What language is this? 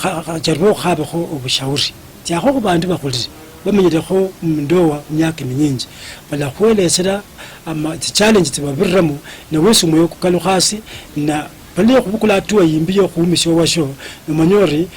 Luyia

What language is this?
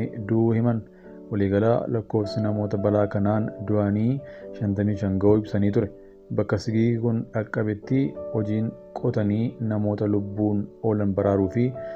Oromo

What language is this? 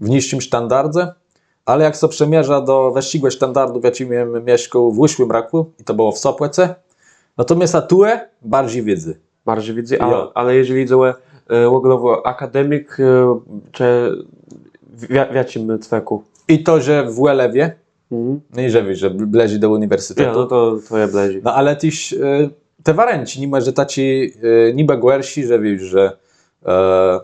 Kashubian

